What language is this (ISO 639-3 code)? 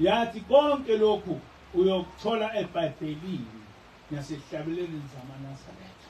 zul